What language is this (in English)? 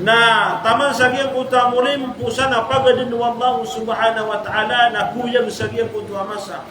Maranao